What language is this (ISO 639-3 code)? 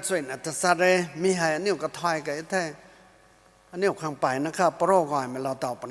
nbu